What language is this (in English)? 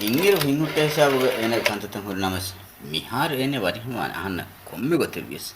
Divehi